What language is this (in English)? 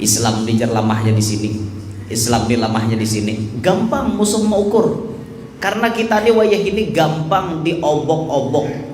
Banjar